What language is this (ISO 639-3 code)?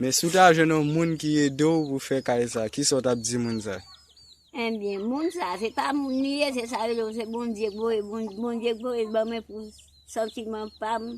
hat